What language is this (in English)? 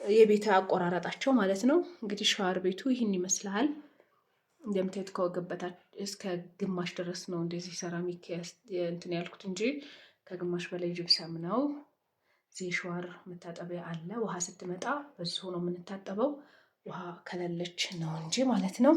Amharic